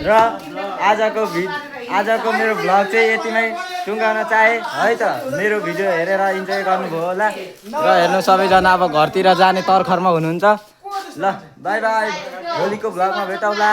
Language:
Nepali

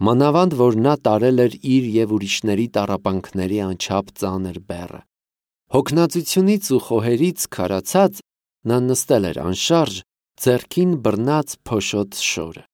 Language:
Armenian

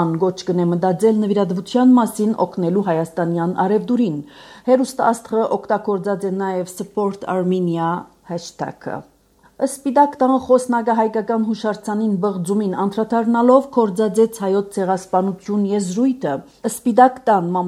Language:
Armenian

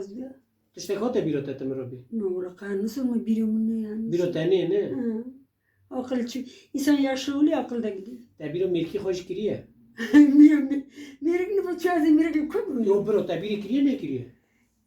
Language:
Kurdish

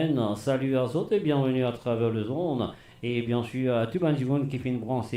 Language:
Morisyen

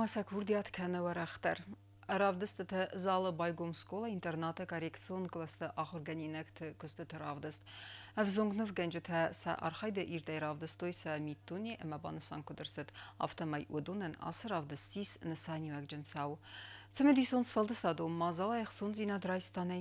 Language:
Ossetic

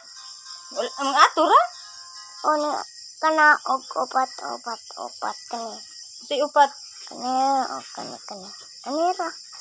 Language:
Cebuano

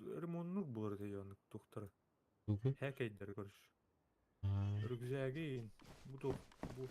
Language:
Yakut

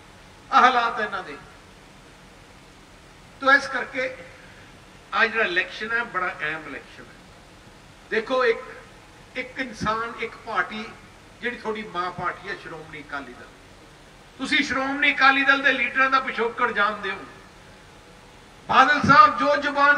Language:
Punjabi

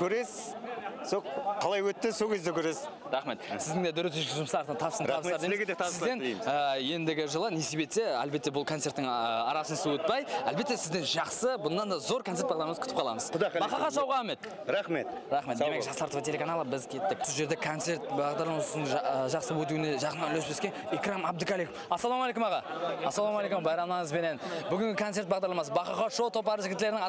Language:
Kara-Kalpak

